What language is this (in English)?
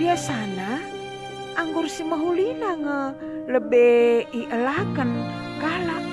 Batak Karo